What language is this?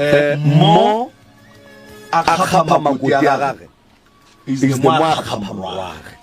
Northern Sotho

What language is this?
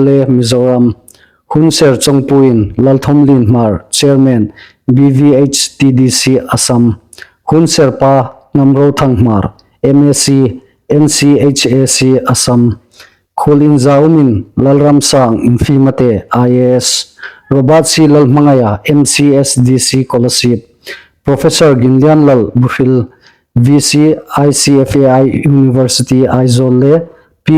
Hmar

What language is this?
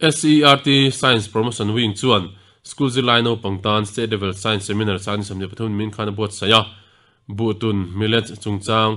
Mizo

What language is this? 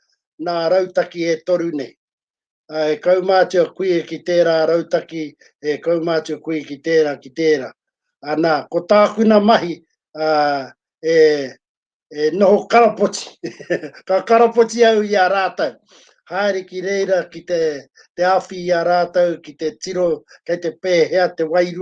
Māori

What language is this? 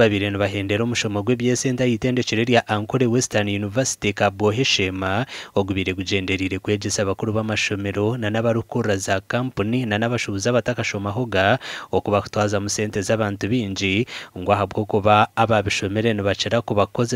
Nyankole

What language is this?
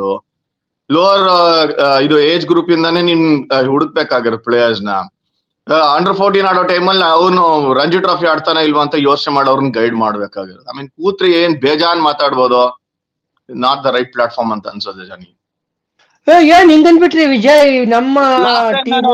Kannada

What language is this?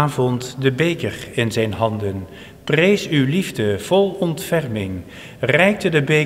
Dutch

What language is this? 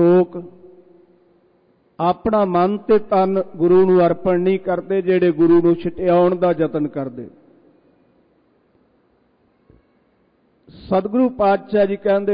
Punjabi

